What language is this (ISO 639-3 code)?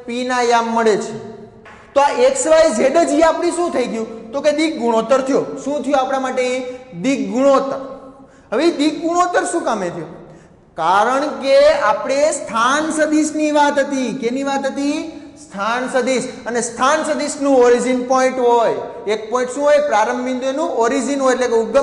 guj